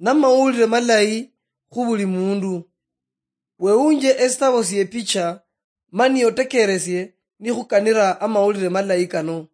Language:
Luyia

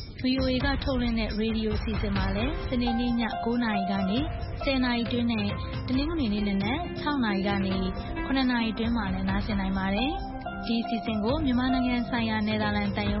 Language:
Burmese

